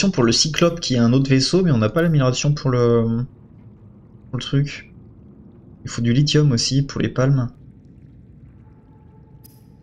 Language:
French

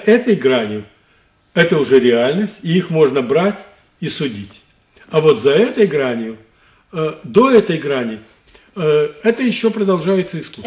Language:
Russian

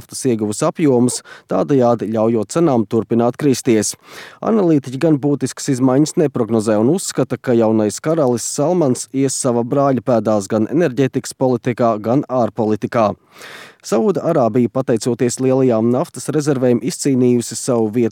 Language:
Latvian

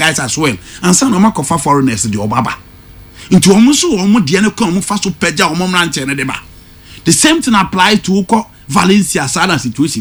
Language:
Akan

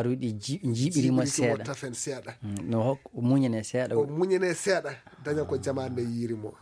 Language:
Fula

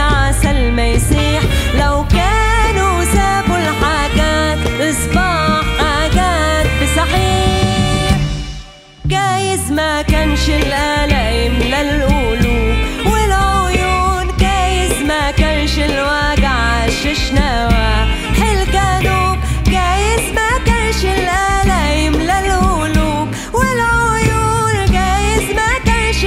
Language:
Egyptian Arabic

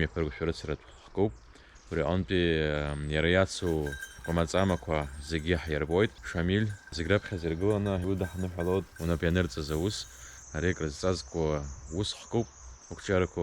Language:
Abkhazian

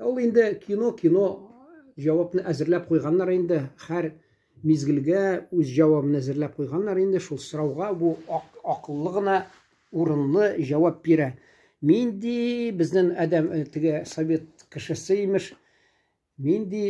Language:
Tatar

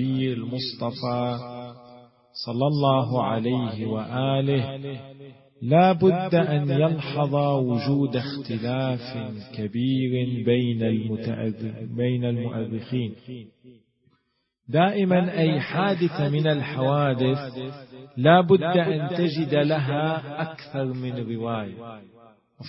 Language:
Arabic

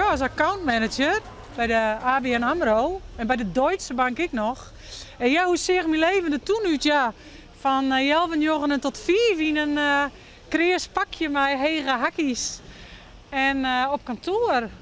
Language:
Western Frisian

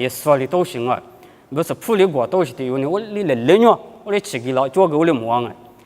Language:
Lisu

